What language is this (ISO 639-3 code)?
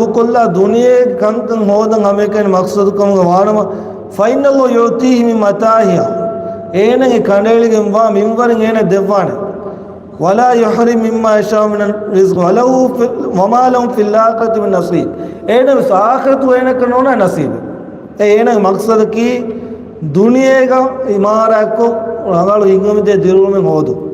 div